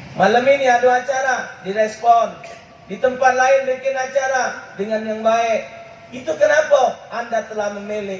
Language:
Musi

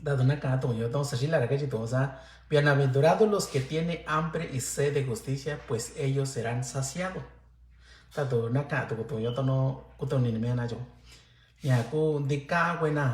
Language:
Mixtepec Mixtec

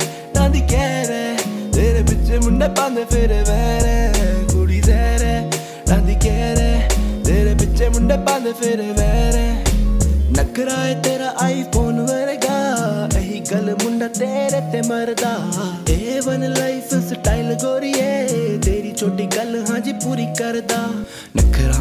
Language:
Punjabi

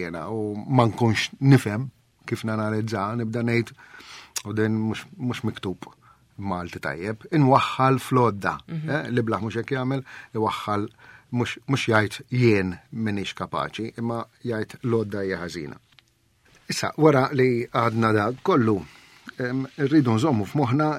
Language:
Maltese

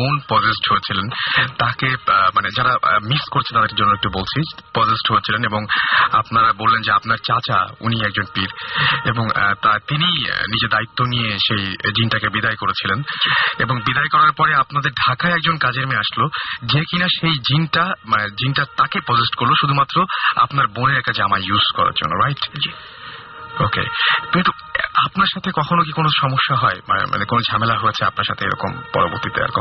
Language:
Bangla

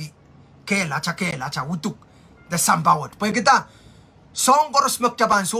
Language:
Pohnpeian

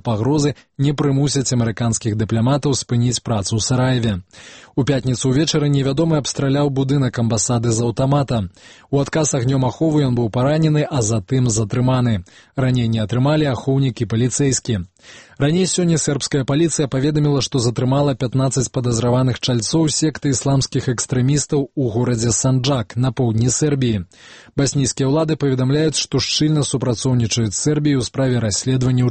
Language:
Belarusian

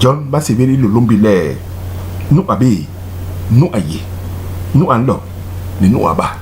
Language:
Basaa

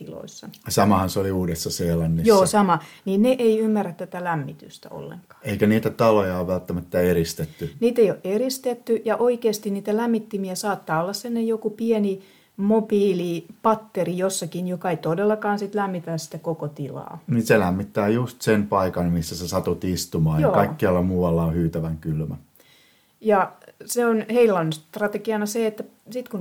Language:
Finnish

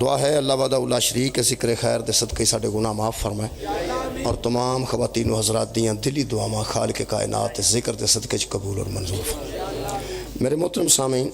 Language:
Pahari-Potwari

